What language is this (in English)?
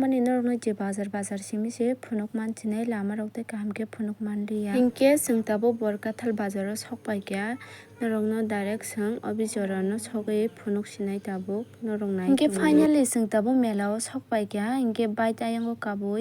Kok Borok